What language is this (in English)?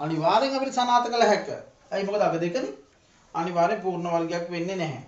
Sinhala